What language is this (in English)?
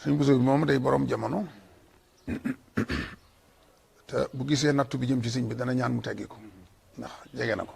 Wolof